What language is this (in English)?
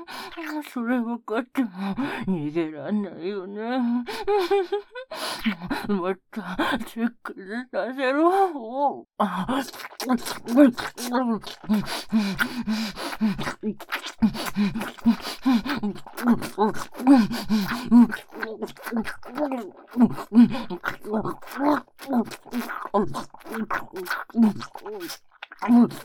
Japanese